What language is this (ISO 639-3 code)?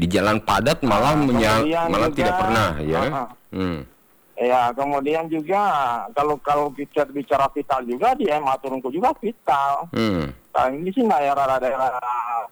ind